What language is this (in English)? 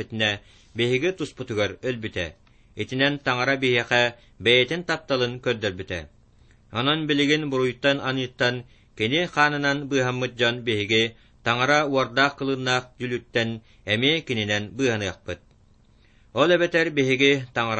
Yakut